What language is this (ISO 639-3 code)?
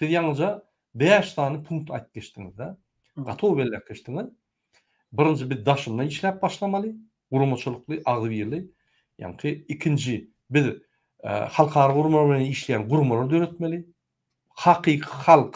tuk